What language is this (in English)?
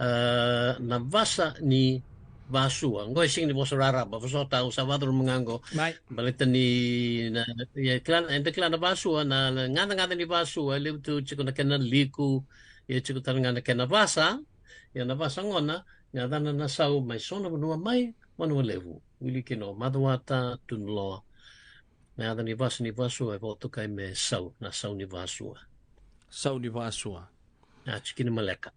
Fijian